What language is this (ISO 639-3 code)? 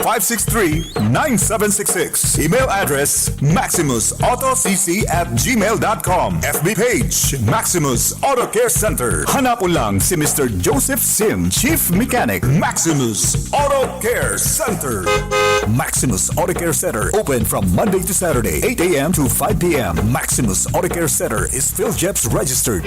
bik